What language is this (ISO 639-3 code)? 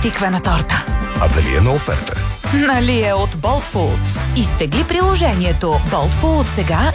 bul